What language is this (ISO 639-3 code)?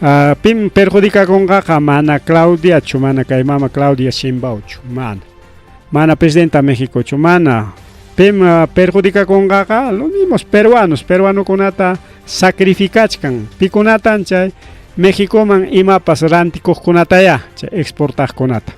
quy